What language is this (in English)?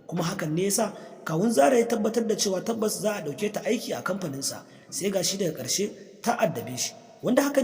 Hausa